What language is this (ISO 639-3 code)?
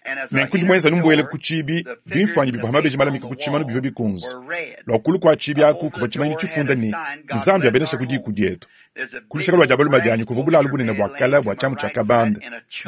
lua